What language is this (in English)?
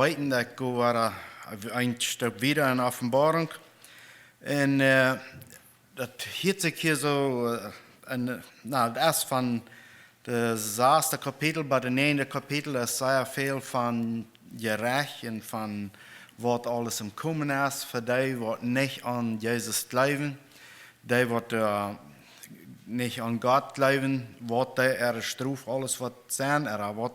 Plautdietsch